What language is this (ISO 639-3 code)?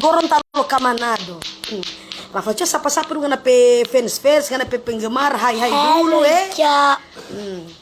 xmm